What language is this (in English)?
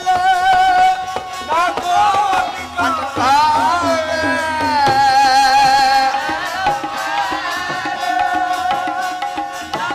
Punjabi